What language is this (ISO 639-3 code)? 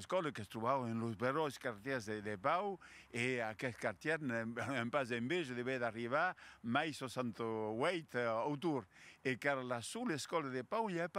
oci